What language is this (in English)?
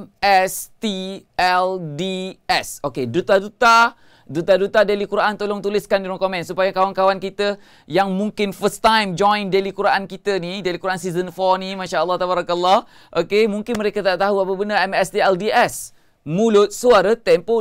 Malay